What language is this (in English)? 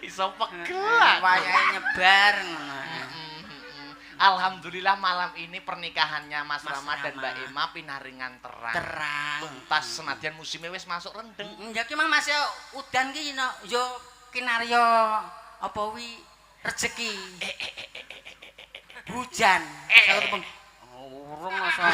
Javanese